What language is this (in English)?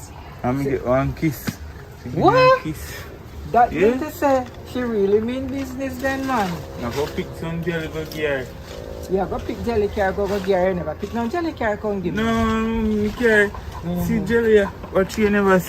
Jamaican Creole English